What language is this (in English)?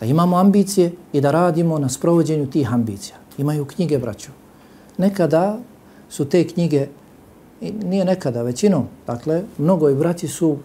Bosnian